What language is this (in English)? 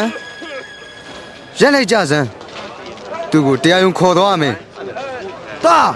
Burmese